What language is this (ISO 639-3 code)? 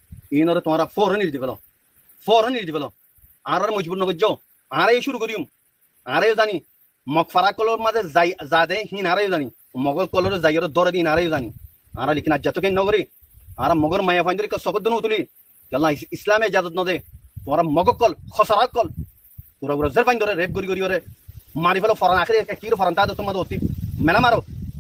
rhg